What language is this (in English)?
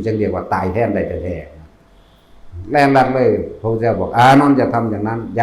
Northeastern Thai